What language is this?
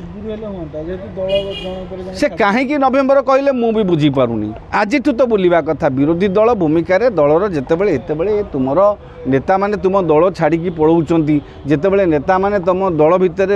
Odia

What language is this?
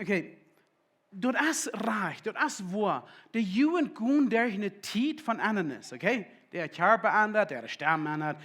Plautdietsch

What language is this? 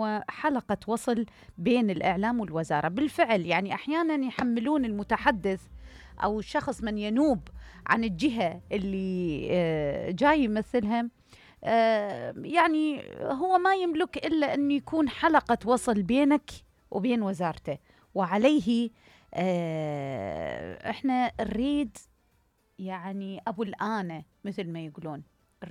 Mesopotamian Arabic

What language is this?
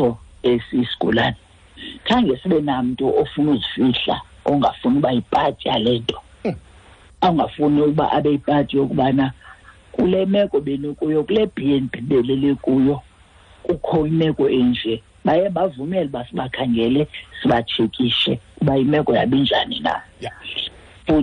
Xhosa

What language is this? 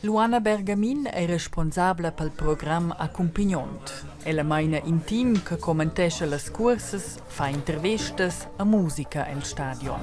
Romansh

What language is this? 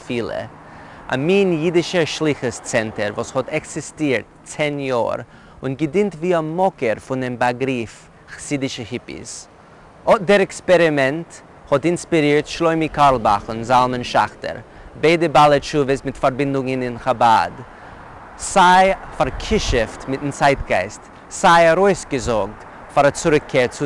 Yiddish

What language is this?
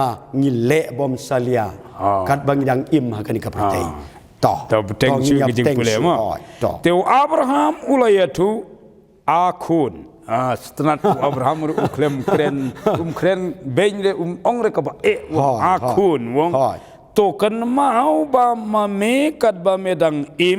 Khasi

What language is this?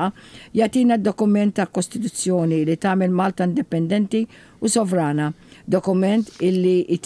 Maltese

